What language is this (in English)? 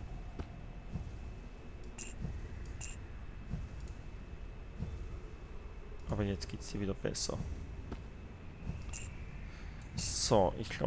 German